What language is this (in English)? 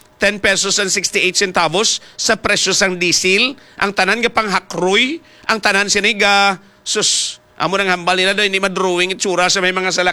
Hiligaynon